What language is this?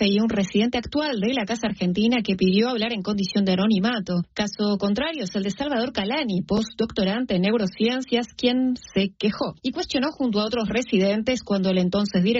Spanish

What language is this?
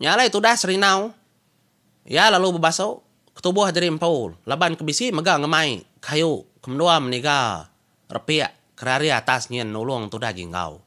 Iban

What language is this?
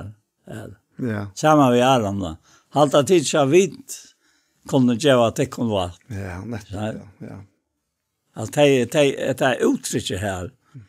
Faroese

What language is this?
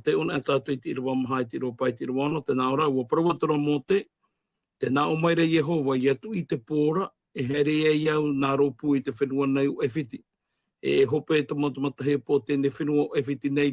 Tahitian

